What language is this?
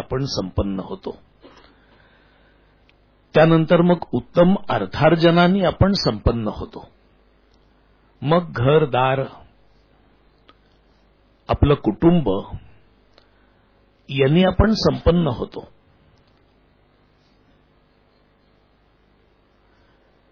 Marathi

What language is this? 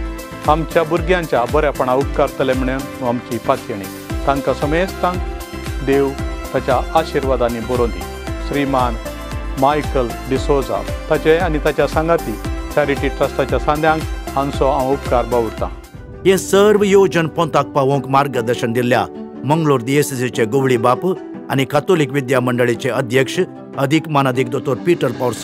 Konkani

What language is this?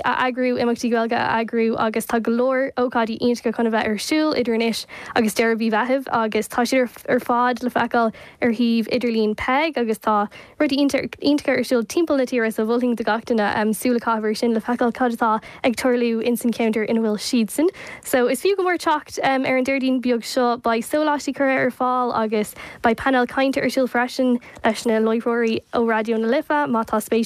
Irish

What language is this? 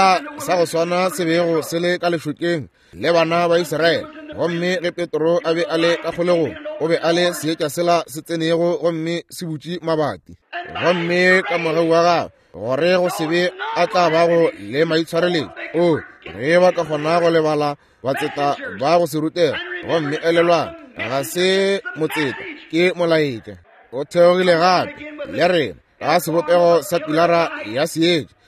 Northern Sotho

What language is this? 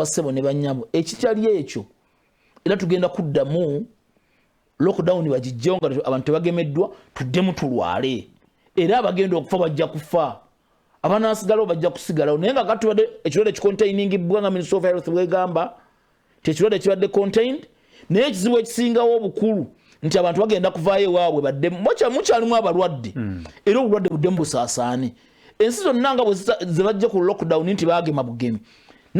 Ganda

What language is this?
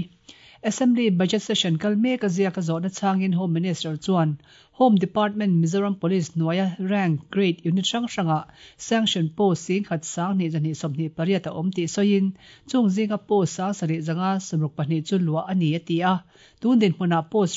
Mizo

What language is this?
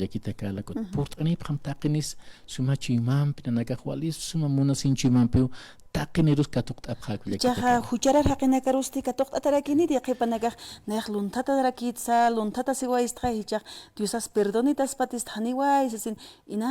Aymara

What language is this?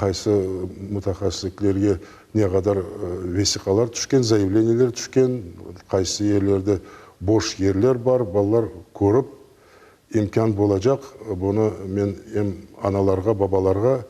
Crimean Tatar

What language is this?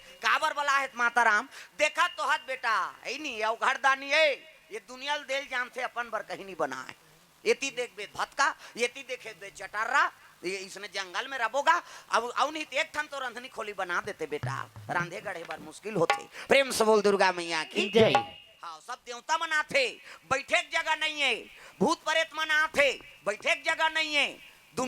Chhattisgarhi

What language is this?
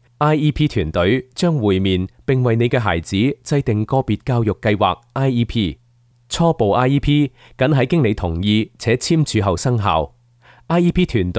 Cantonese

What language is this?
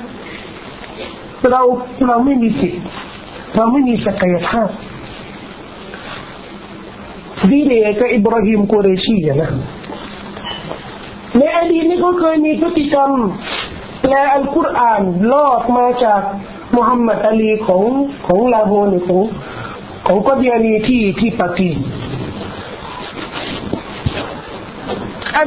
Thai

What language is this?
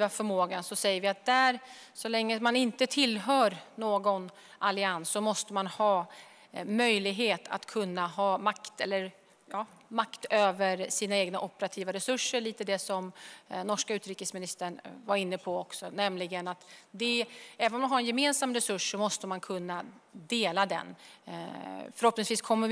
Swedish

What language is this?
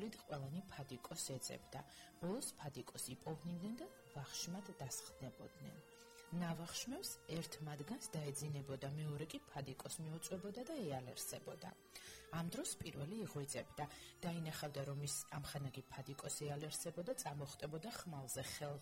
Georgian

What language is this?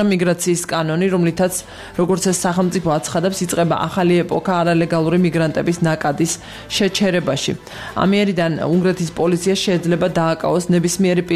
Georgian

